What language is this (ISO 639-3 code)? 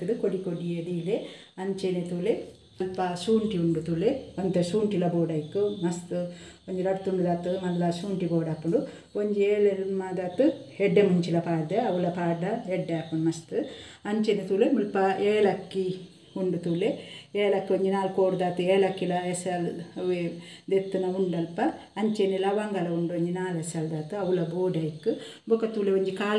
tcy